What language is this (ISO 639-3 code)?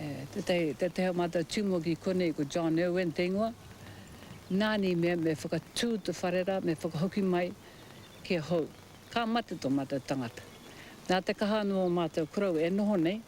mri